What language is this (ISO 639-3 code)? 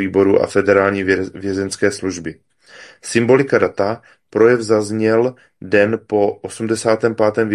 ces